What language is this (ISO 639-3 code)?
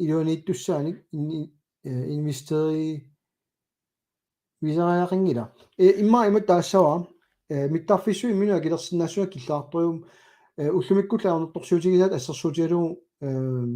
kal